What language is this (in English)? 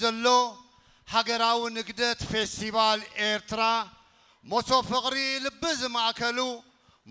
Tigrinya